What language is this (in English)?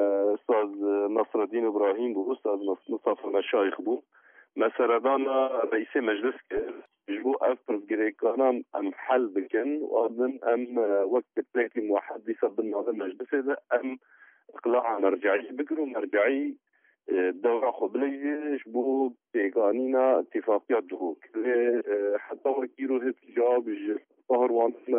Kurdish